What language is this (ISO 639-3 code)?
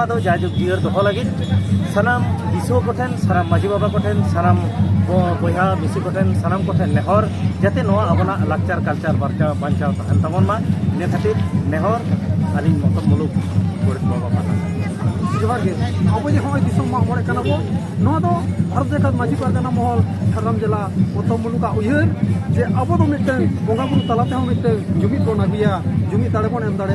sat